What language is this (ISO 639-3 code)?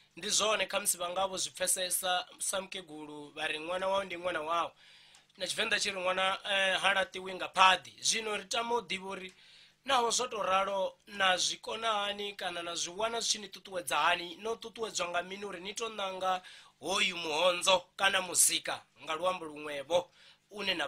ven